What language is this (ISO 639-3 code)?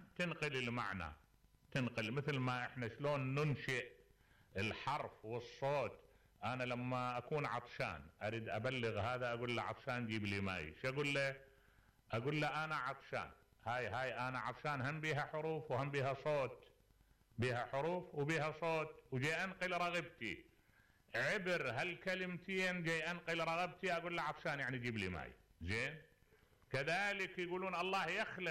acm